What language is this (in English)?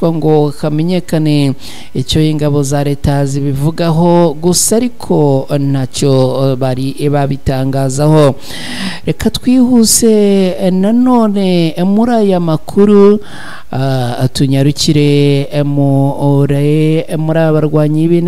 Kinyarwanda